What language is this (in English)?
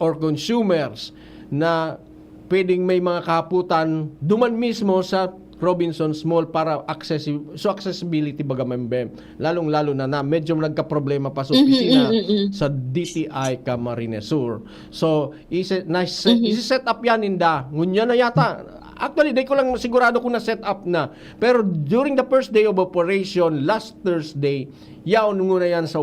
Bikol